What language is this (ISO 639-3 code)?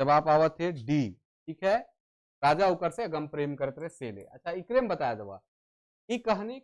sck